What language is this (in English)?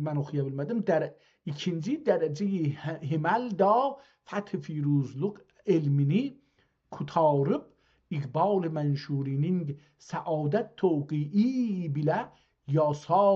South Azerbaijani